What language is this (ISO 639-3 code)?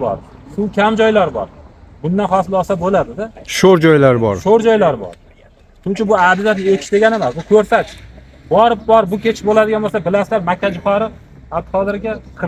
uzb